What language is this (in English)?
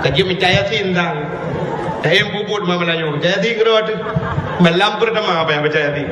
Achinese